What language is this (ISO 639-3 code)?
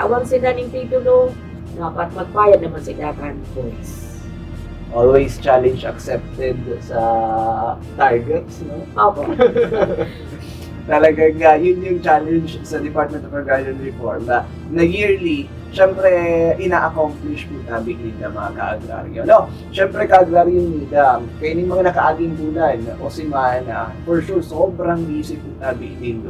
bik